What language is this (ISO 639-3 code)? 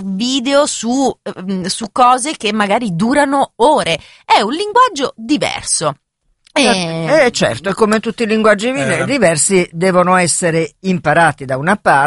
ita